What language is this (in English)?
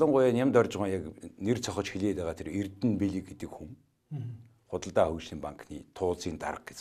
Mongolian